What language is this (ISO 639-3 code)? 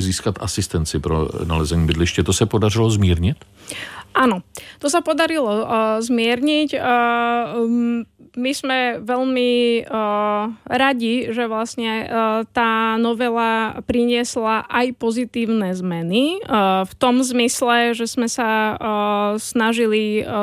slk